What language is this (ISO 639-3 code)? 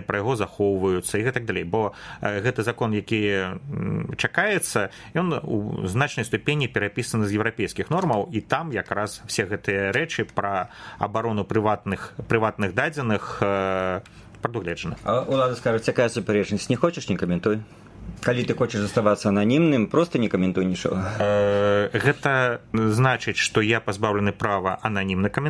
bel